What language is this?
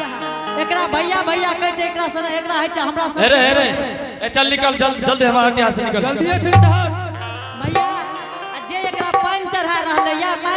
Angika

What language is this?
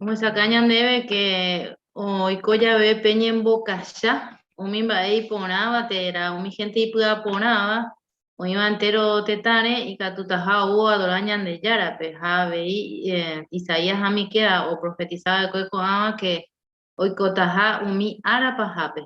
Guarani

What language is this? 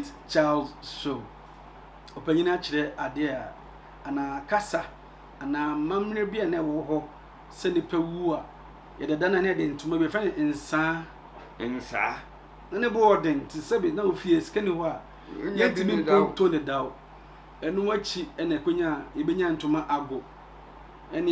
Akan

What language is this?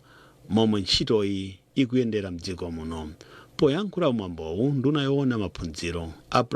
Nyanja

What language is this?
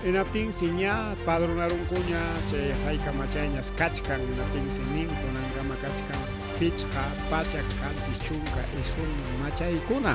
Ayacucho Quechua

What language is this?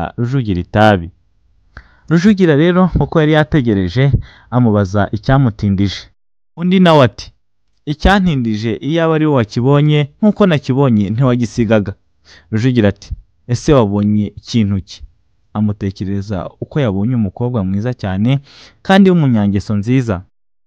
Kinyarwanda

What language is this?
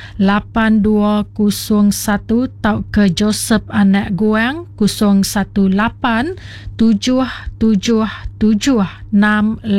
Iban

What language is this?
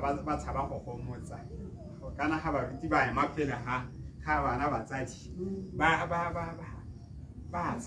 Tswana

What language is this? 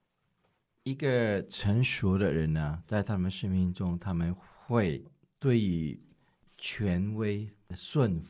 Chinese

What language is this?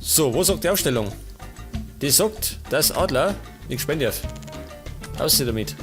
Bavarian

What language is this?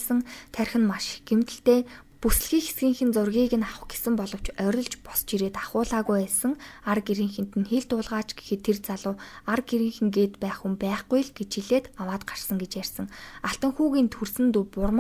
Mongolian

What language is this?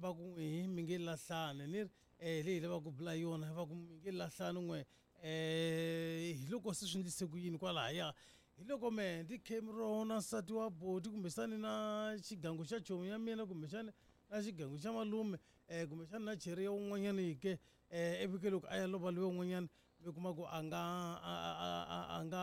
Tsonga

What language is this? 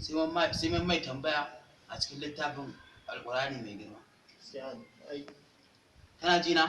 Hausa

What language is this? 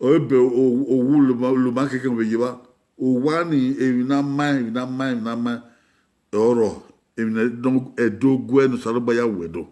Bini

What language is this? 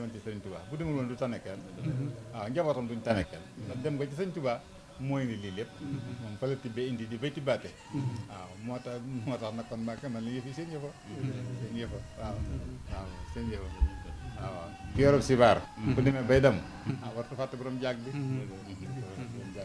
Wolof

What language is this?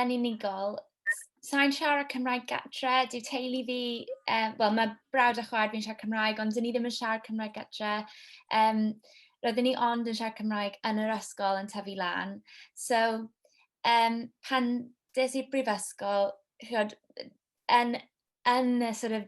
Welsh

